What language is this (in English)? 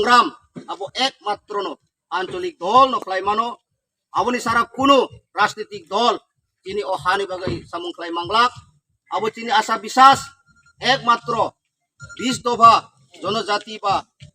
Kok Borok